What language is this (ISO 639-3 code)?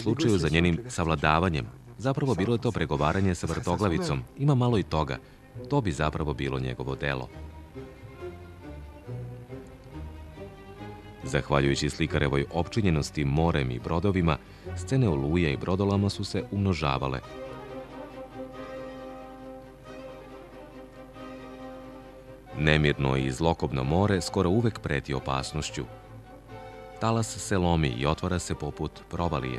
srp